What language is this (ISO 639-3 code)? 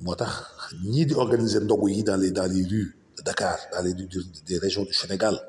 wol